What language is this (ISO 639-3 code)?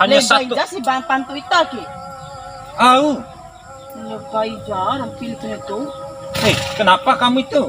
bhp